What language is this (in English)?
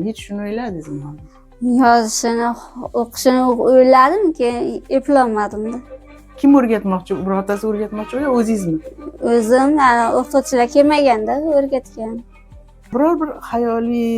Uzbek